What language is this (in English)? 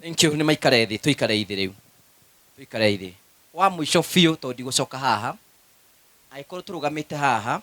Kikuyu